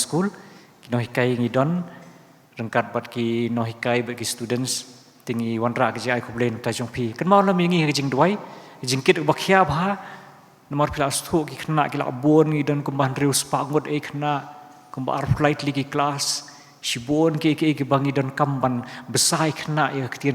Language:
Khasi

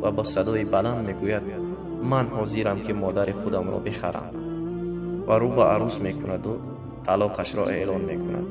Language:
Tajik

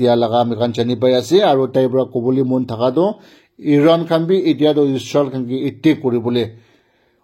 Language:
Naga Pidgin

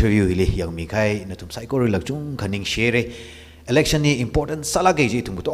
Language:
Tangkhul Naga (India)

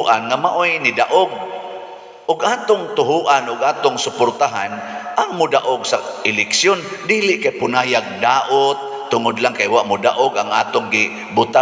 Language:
Cebuano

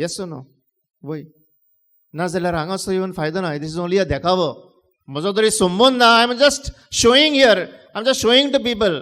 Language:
Konkani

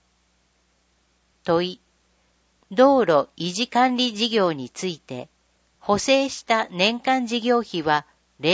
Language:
Japanese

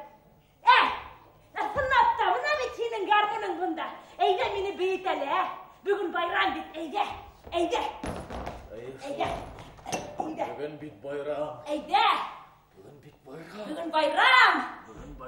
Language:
Bashkir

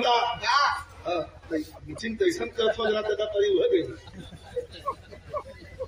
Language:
Bhojpuri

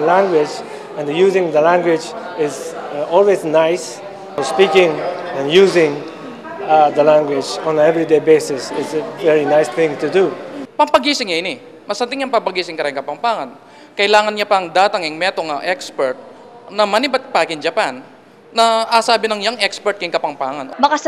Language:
Pampanga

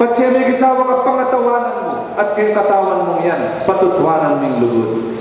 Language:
Pampanga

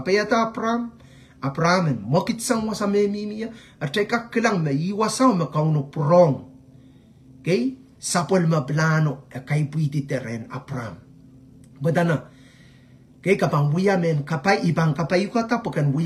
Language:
Pohnpeian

